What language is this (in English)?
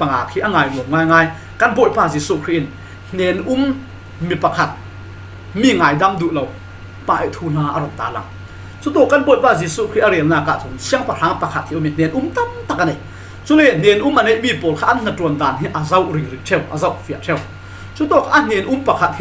Falam Chin